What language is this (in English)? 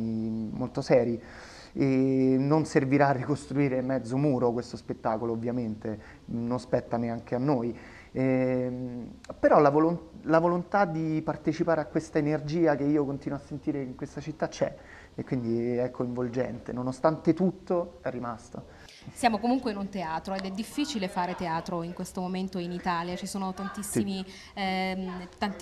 Italian